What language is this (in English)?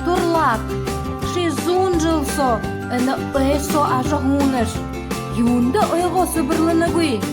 Buriat